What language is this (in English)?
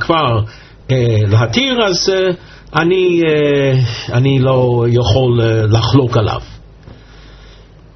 Hebrew